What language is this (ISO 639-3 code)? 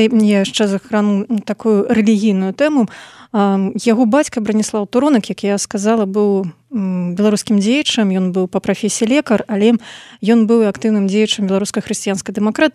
bel